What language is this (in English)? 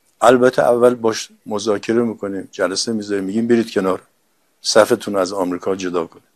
Persian